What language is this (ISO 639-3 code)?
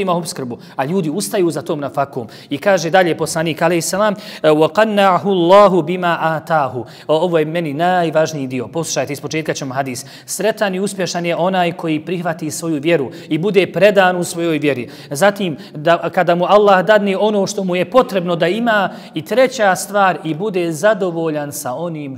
bos